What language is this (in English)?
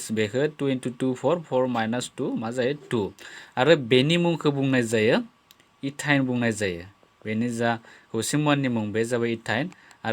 Bodo